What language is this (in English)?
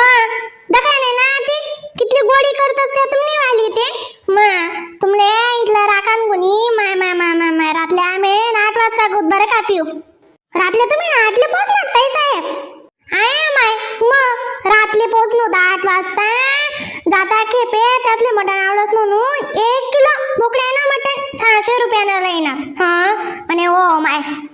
Khandesi